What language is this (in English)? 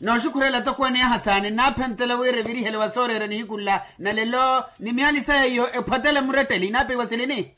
Makhuwa